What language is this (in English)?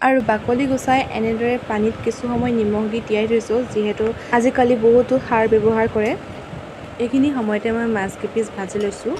Assamese